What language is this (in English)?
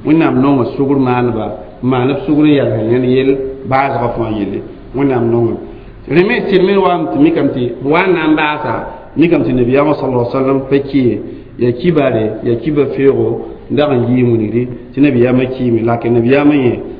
Mossi